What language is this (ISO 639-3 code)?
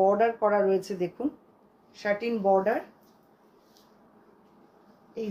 ben